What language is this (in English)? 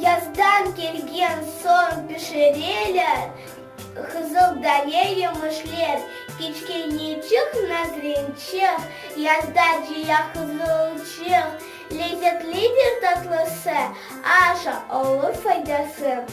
Crimean Tatar